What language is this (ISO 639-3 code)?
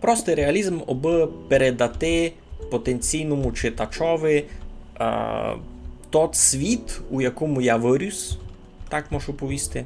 rue